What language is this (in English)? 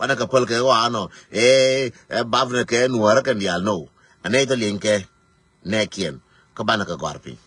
Nuer